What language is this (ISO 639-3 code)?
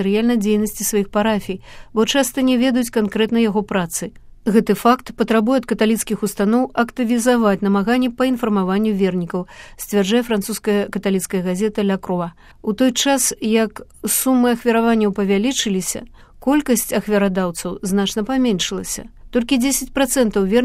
bel